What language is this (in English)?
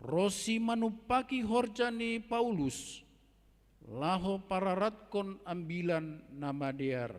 Batak Simalungun